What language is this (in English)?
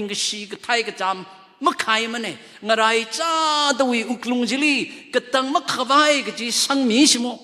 Tangkhul Naga (India)